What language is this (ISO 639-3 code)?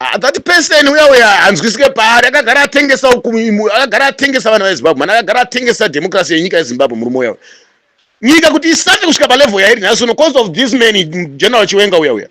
sna